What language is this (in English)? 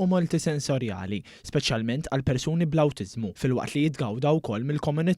Maltese